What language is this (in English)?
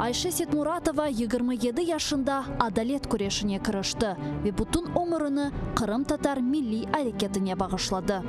Crimean Tatar